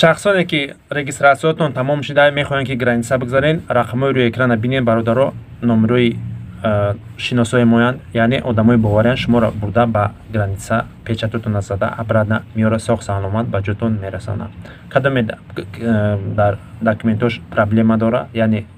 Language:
Tajik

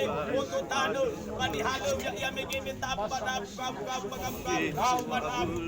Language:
Nias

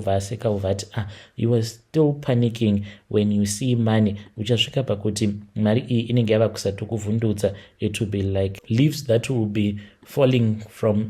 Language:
Shona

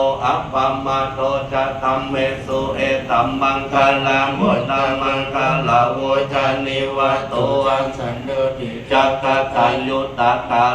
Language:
Pali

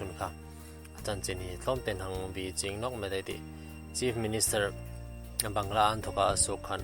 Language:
Hmar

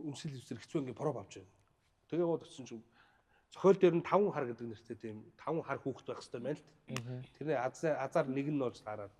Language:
Mongolian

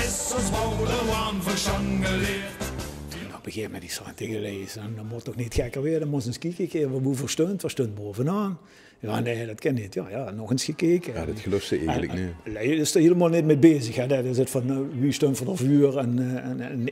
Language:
Limburgish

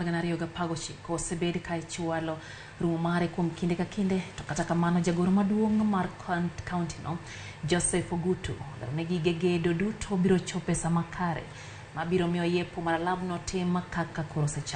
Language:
Luo (Kenya and Tanzania)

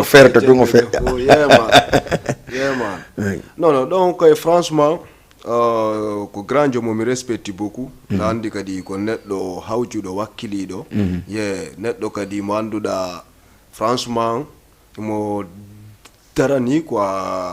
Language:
Fula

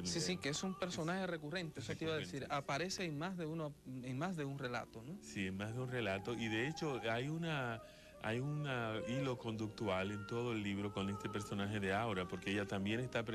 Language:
Spanish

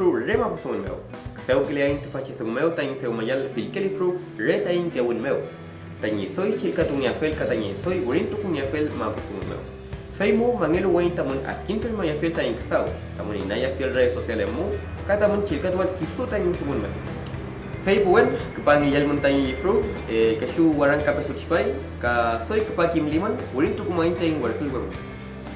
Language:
Mapuche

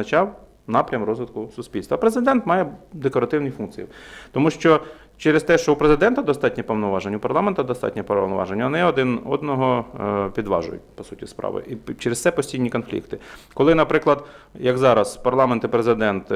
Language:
Ukrainian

